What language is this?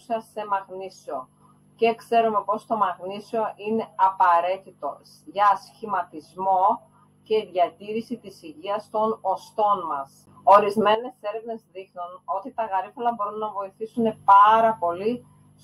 Greek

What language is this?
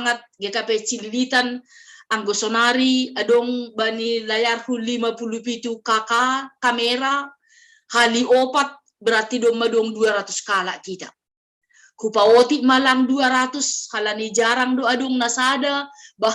Batak Simalungun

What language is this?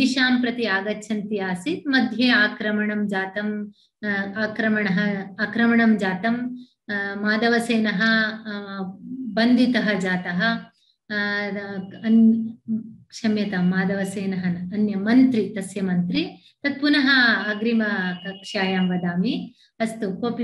Sanskrit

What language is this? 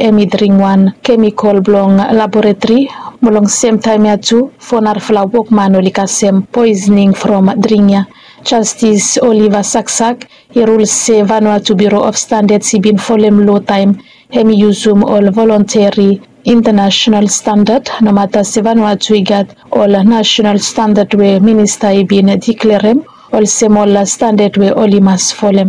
Bislama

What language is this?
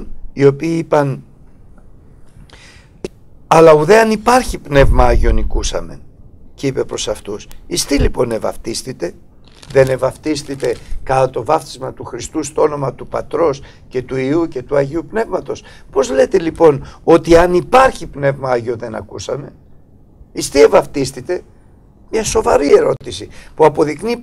Greek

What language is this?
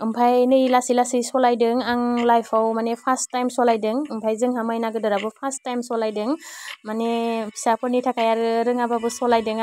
Bodo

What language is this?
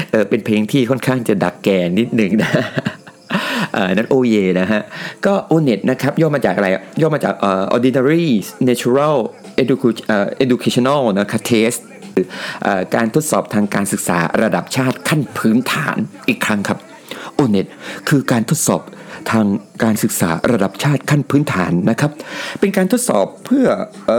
Thai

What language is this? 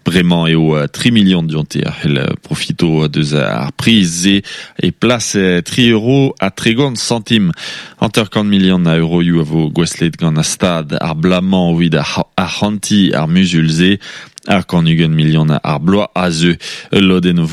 Breton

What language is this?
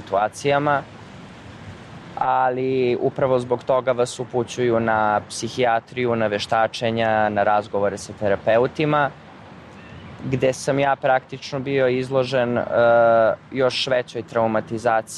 Serbian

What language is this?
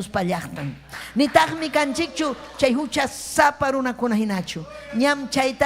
Ayacucho Quechua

